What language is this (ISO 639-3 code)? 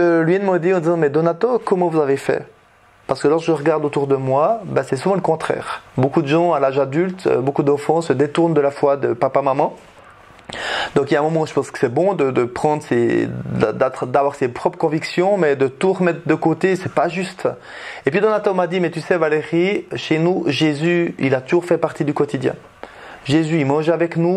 fra